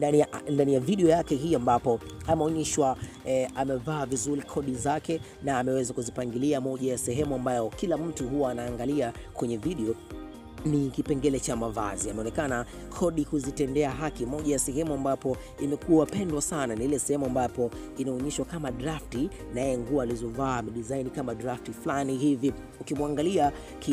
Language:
Swahili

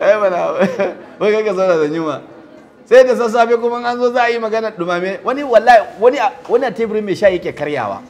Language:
Hausa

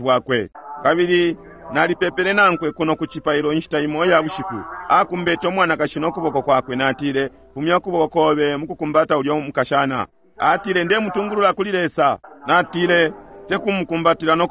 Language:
Bemba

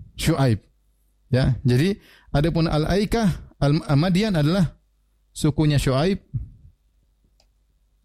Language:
Indonesian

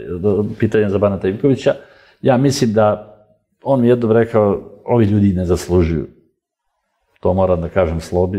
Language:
Serbian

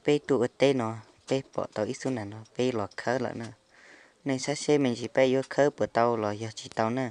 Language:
Hmong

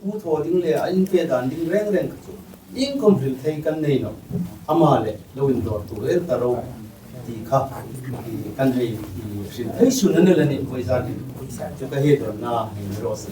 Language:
Hmar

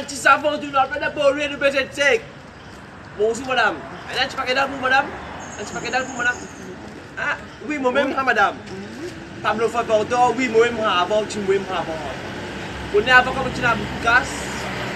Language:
Morisyen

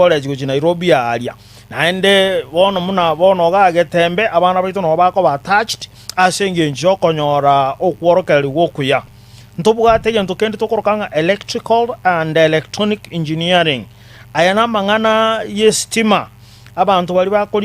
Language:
Gusii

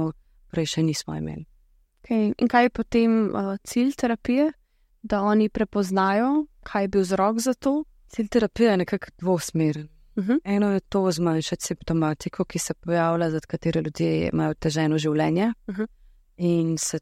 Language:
Slovenian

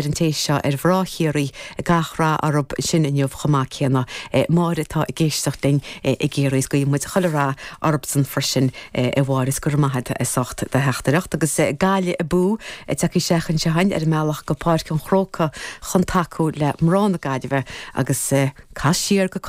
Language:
Irish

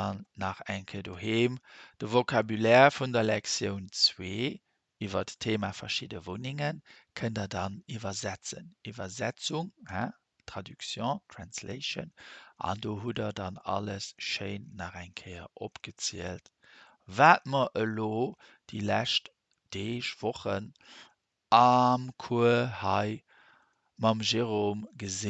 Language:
Luxembourgish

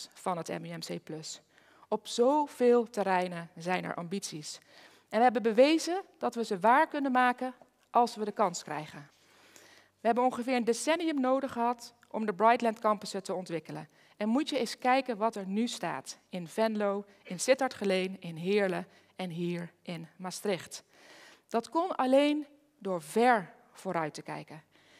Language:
Dutch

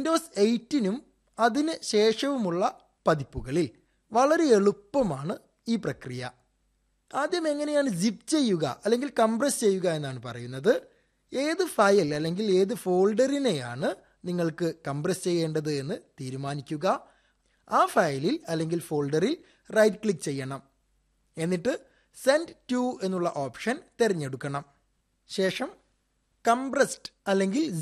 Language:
Malayalam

